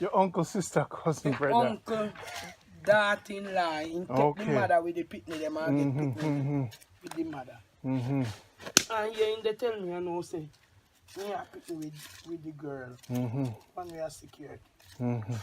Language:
Jamaican Creole English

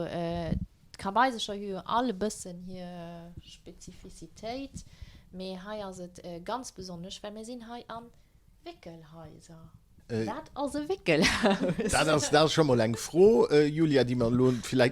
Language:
Luxembourgish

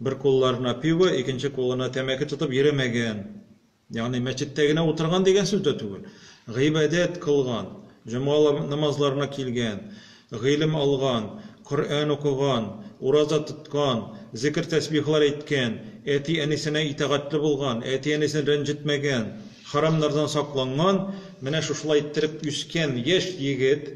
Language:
Tatar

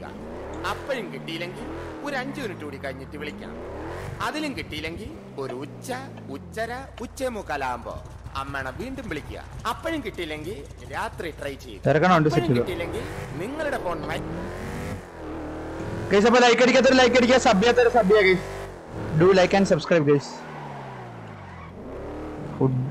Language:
Malayalam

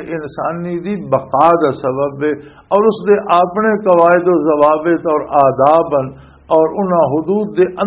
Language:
Western Panjabi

